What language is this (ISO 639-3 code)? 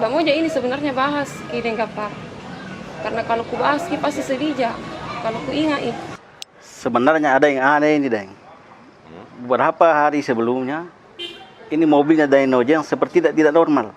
mfp